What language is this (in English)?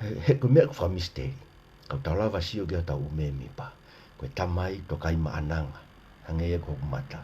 Tongan